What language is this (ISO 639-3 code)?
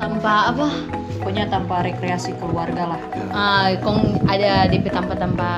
xmm